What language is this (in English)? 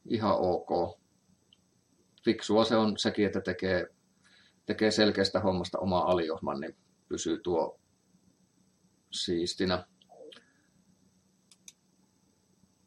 Finnish